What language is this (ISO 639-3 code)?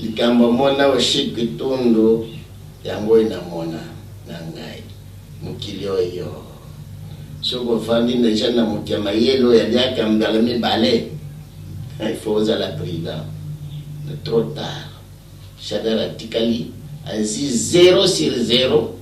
lin